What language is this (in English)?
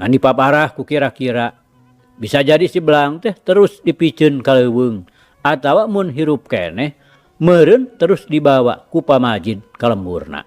Sundanese